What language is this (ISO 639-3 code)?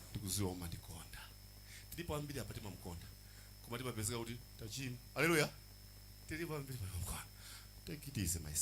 nya